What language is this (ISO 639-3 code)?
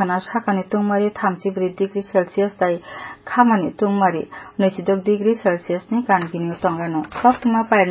trp